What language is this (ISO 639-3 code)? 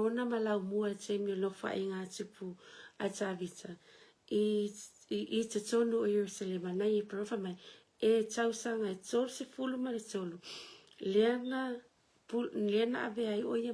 smo